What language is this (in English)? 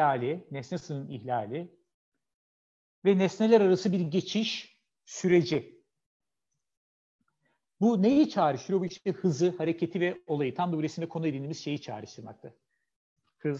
Turkish